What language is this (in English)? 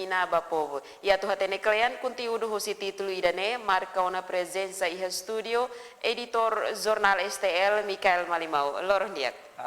Tetum